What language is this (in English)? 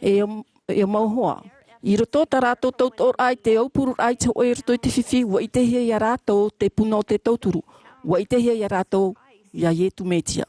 Tahitian